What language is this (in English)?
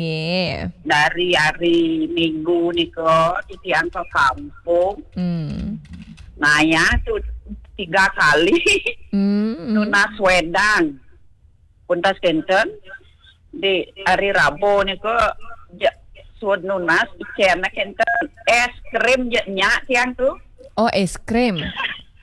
Balinese